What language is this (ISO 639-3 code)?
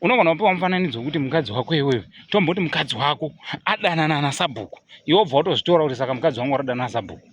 sna